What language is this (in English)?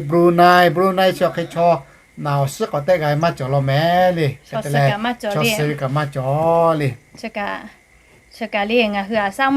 Lahu